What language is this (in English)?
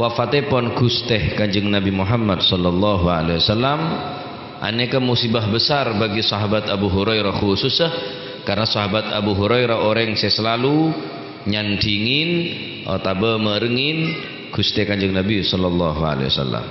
Madurese